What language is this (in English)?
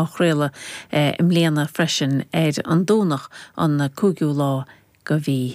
Irish